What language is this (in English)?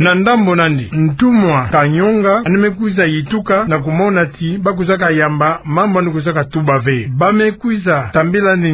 Kituba (Democratic Republic of Congo)